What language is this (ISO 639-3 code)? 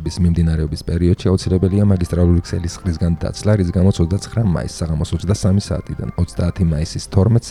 kat